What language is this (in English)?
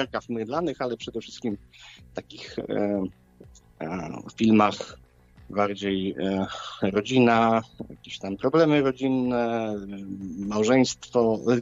Polish